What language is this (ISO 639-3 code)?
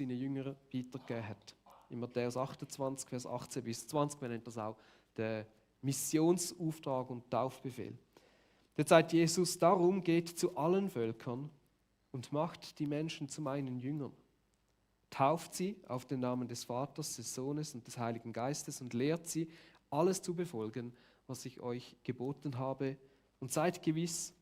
gsw